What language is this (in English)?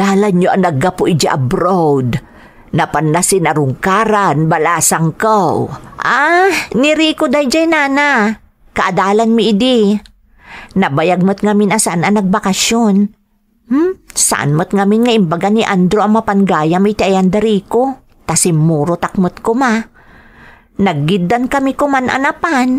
Iloko